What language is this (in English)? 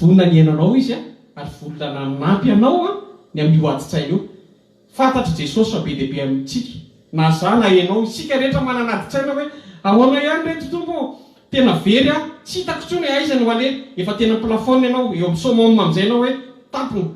Malagasy